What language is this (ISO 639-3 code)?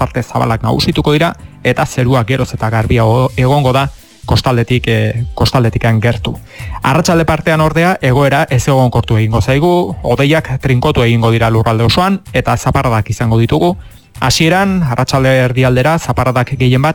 eus